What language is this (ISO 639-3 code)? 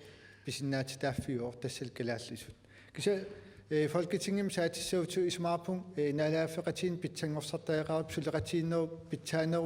kal